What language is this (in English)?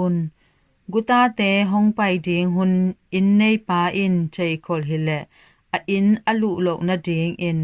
Tedim Chin